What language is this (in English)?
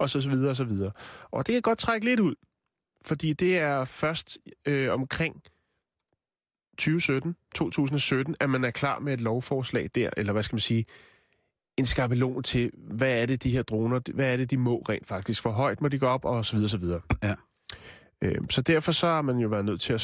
Danish